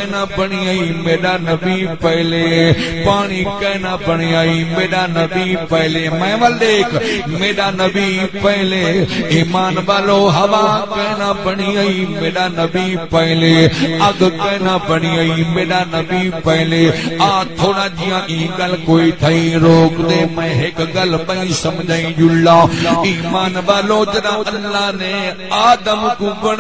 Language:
Saraiki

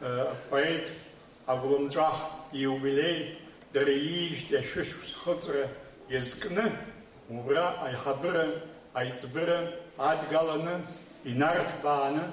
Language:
Abkhazian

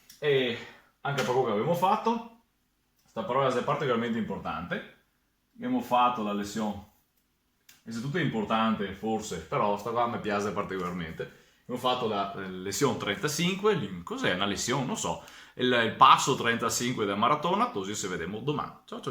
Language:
Venetian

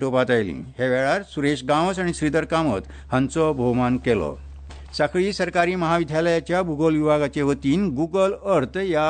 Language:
Konkani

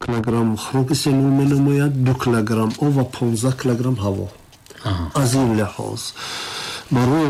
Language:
Tajik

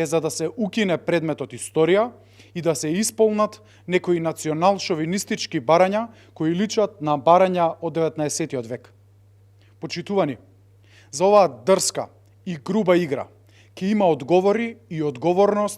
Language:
Macedonian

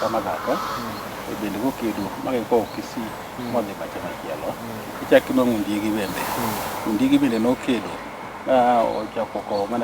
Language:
Luo (Kenya and Tanzania)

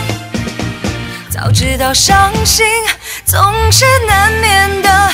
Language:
Chinese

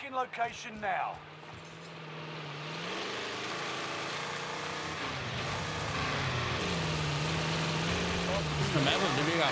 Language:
Danish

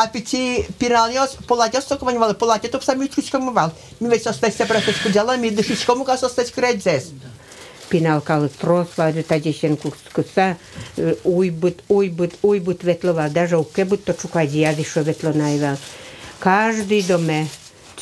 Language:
Udmurt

